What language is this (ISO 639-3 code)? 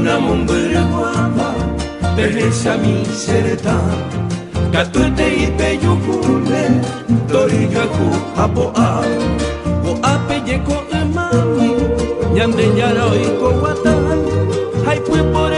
grn